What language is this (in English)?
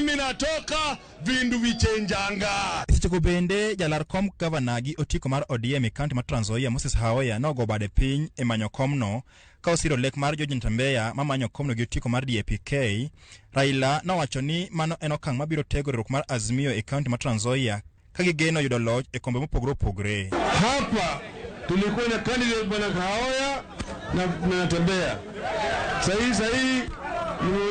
Luo (Kenya and Tanzania)